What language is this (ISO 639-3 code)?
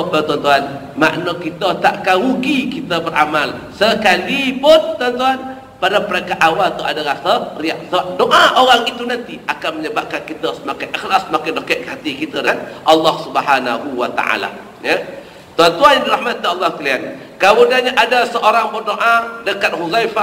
msa